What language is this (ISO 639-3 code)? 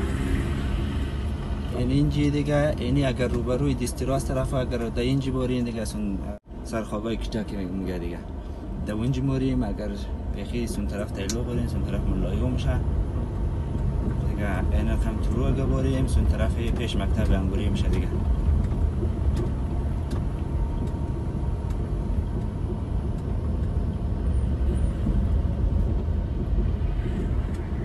fas